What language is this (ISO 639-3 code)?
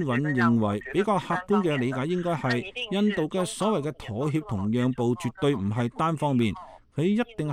yue